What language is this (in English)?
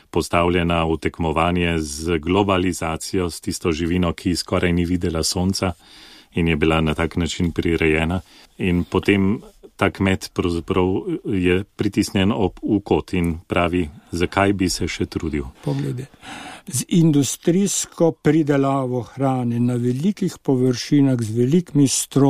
Slovenian